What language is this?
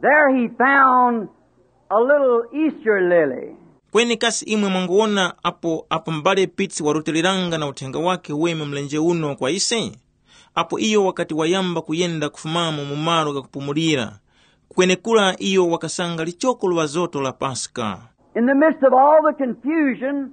Tumbuka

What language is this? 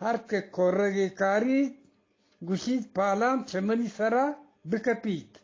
Eastern Balochi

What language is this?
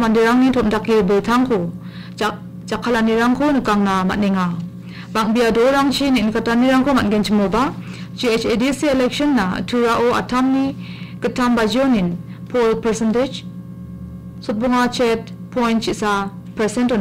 Garo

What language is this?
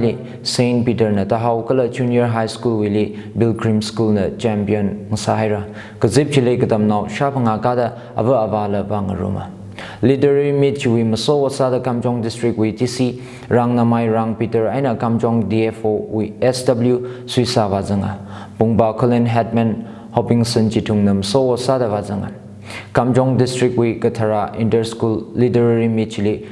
Tangkhul Naga (India)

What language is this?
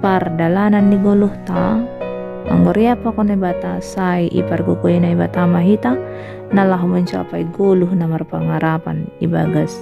Batak Simalungun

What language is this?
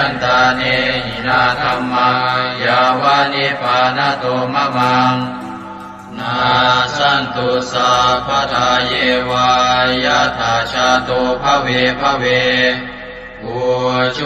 Pali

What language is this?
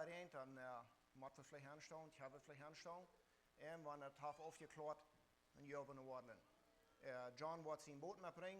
Plautdietsch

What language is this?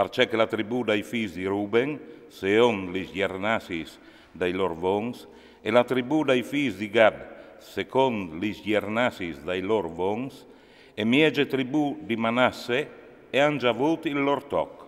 Friulian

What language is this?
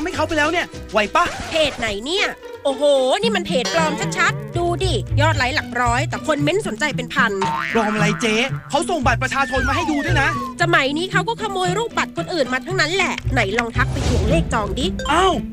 Thai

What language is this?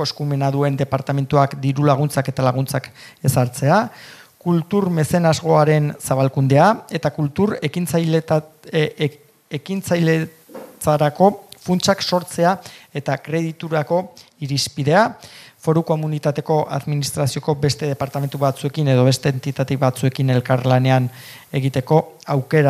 Basque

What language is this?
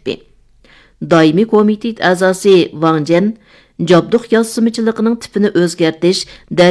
Uyghur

